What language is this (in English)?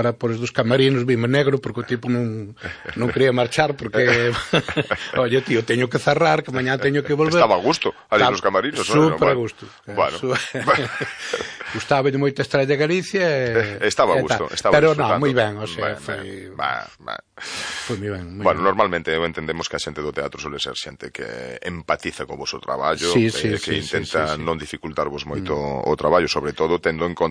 Galician